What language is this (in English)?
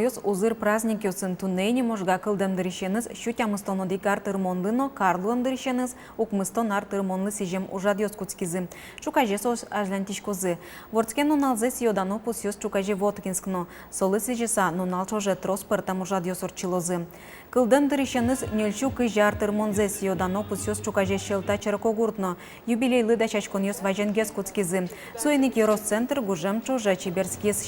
Udmurt